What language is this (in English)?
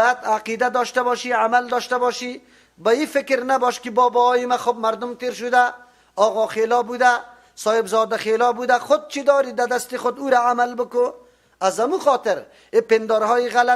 Persian